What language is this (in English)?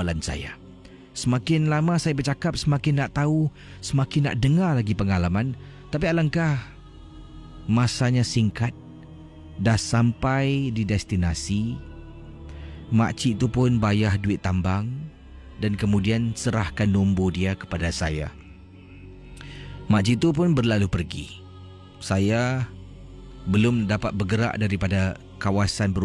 Malay